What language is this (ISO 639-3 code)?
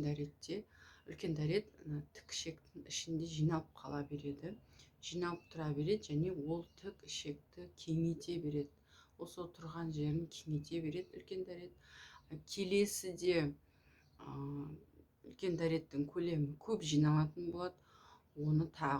kaz